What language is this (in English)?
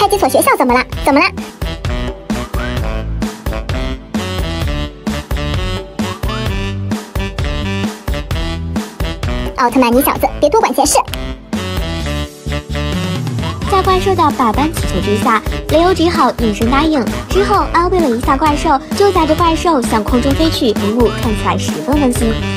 Chinese